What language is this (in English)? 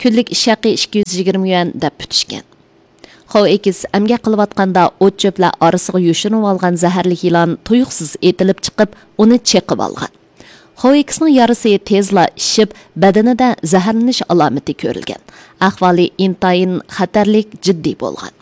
Uyghur